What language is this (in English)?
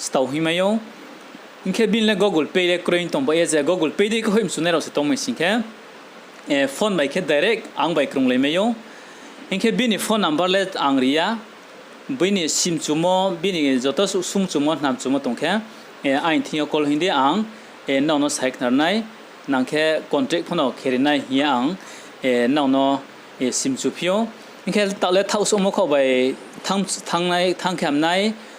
Riang (India)